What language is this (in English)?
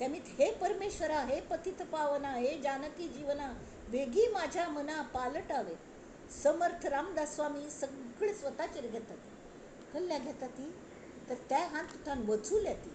Konkani